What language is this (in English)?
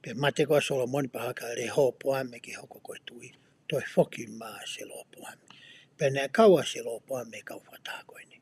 Tongan